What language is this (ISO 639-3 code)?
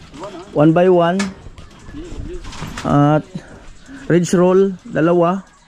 fil